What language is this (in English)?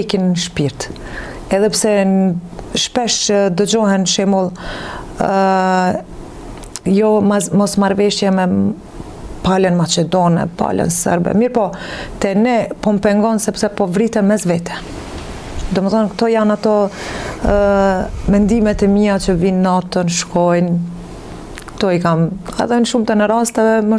Albanian